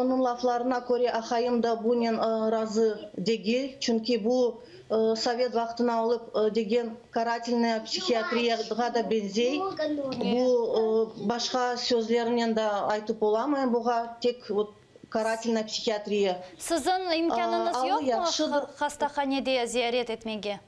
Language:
Crimean Tatar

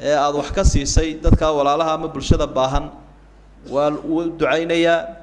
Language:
Somali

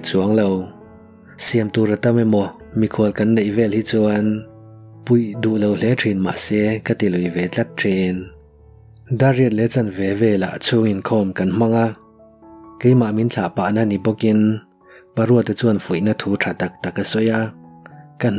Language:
Mizo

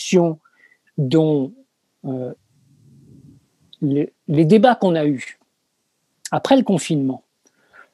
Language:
French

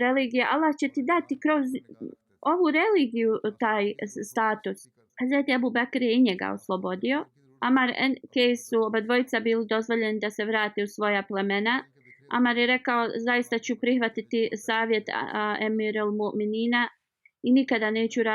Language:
Bosnian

